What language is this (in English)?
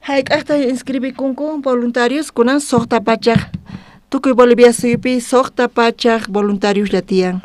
South Bolivian Quechua